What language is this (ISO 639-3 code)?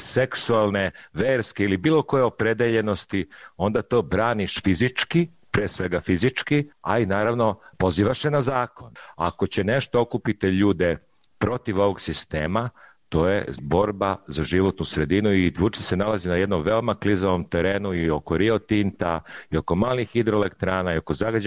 srp